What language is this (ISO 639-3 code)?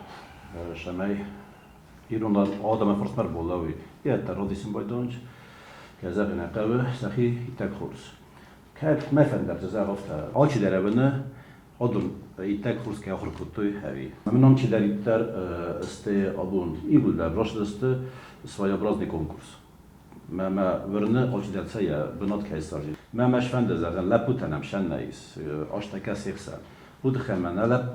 oss